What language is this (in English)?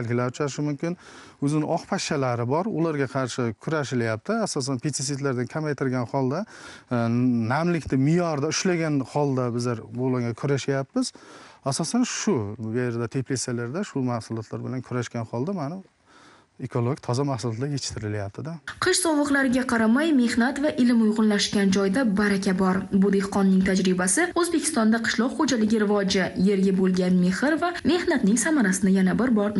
Uzbek